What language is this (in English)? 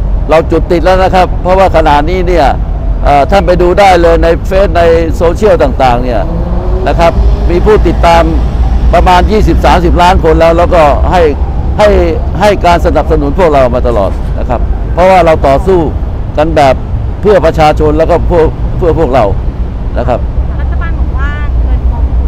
Thai